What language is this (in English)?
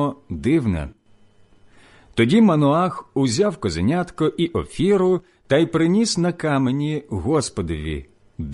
Ukrainian